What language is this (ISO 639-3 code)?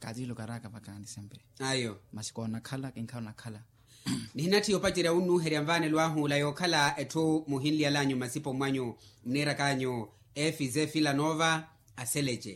vmw